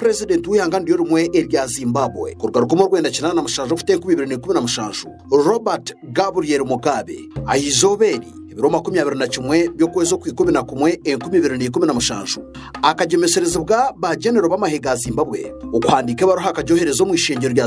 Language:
Kinyarwanda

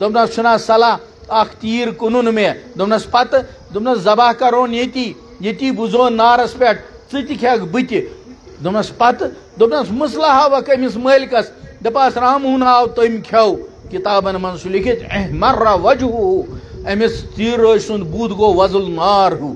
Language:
Kashmiri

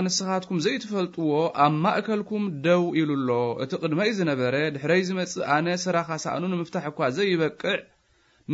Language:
Tigrinya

